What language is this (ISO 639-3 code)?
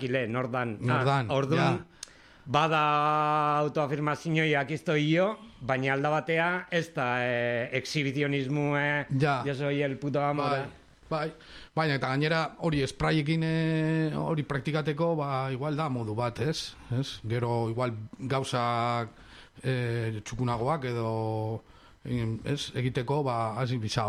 eus